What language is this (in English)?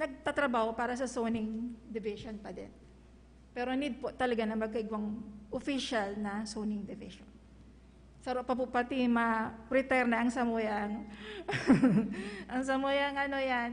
Bikol